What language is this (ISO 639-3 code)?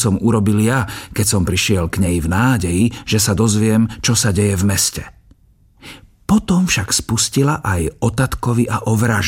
slk